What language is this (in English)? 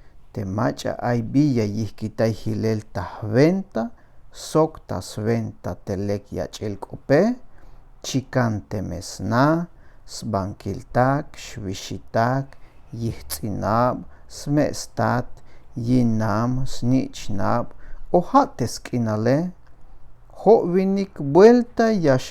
Tzeltal